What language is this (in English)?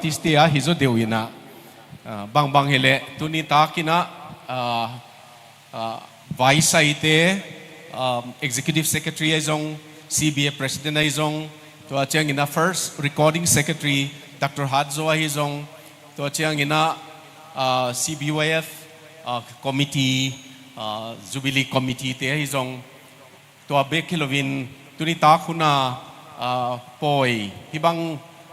Tedim Chin